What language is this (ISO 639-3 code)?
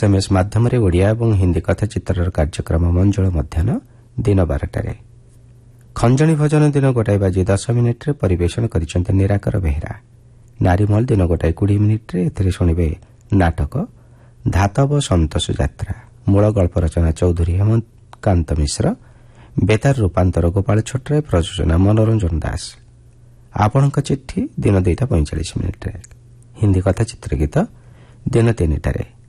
ori